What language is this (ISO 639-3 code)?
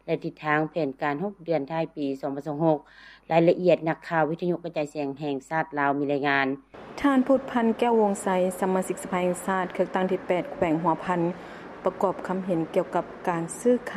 lao